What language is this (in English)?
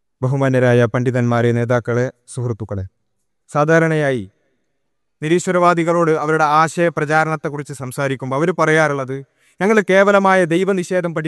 Malayalam